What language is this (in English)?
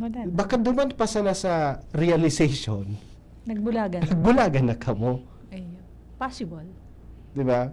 Bikol